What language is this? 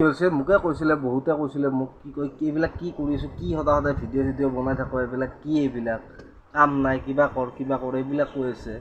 Assamese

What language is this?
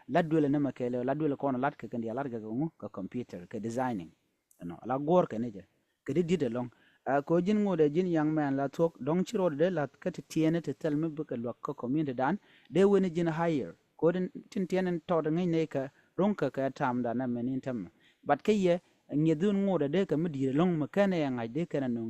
Nuer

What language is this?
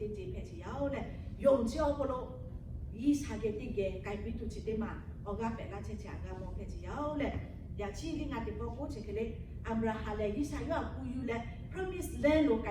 Lahu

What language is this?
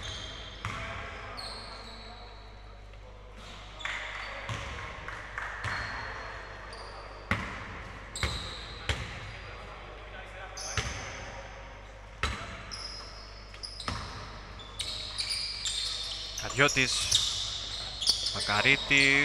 Greek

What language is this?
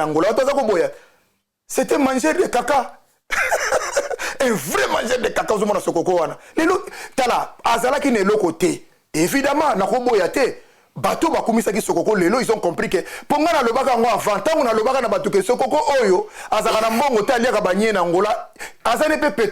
Lingala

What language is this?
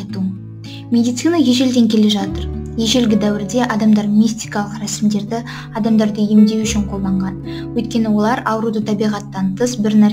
Kazakh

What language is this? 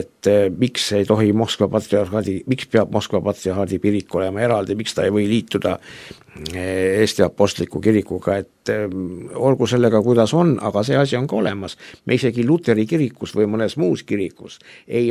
Estonian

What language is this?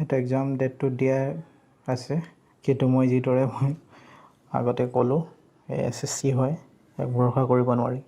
Assamese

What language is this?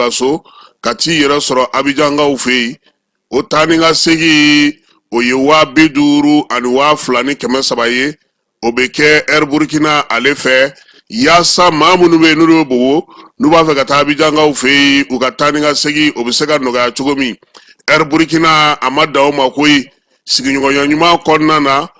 Bambara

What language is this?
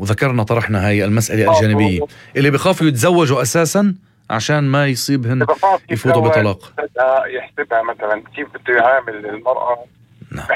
North Levantine Arabic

